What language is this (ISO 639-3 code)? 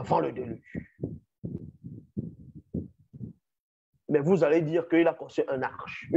fra